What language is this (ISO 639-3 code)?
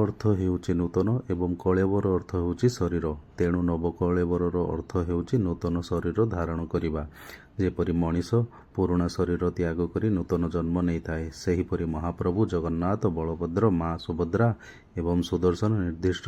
ori